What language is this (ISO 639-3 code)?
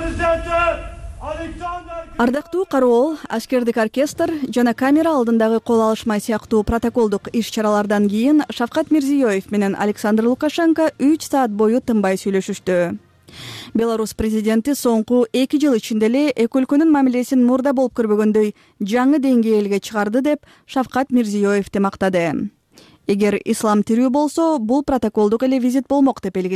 kir